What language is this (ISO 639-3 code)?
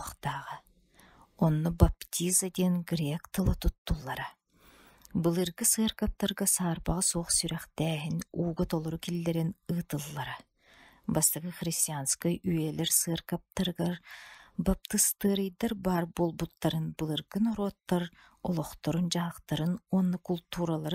sah